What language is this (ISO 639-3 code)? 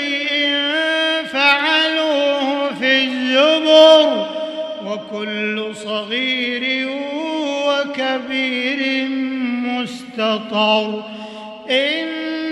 ara